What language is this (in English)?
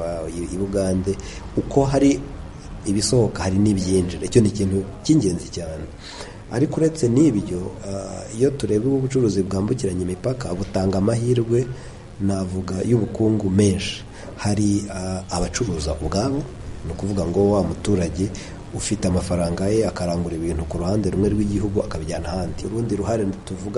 Kinyarwanda